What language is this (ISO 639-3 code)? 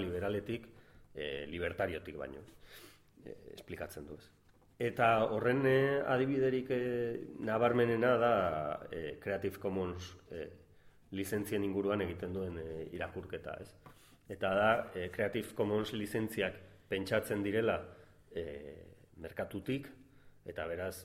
eus